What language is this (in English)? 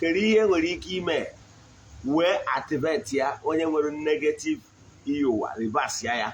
Igbo